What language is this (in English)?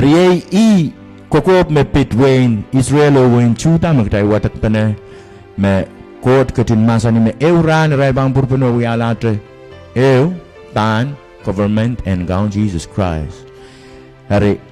Pohnpeian